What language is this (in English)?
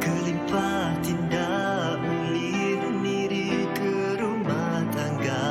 Iban